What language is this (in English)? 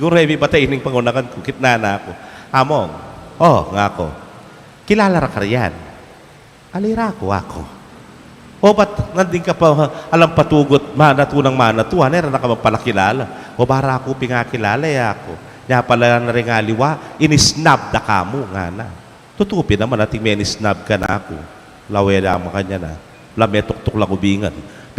Pampanga